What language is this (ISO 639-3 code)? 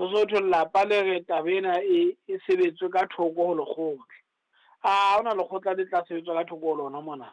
sot